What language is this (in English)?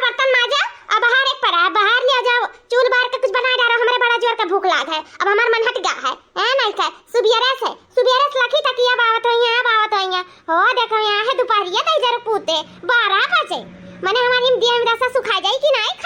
Awadhi